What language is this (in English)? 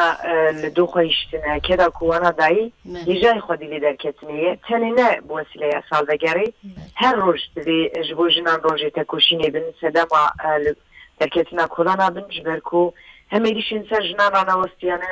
Kurdish